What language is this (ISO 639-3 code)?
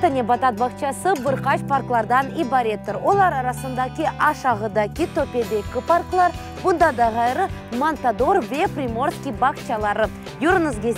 crh